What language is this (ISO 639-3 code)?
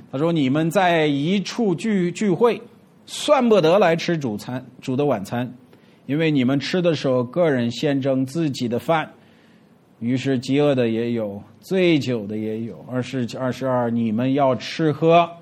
zho